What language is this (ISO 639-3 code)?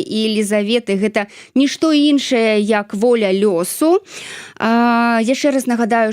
bel